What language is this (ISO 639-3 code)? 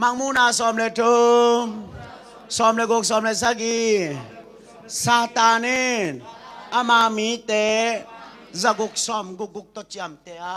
ctd